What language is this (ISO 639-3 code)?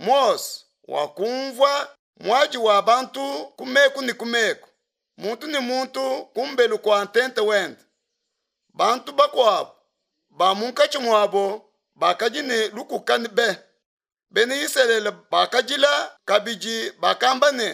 lua